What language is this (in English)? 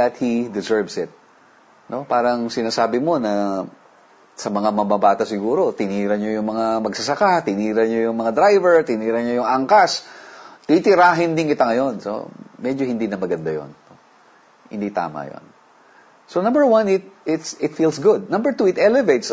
Filipino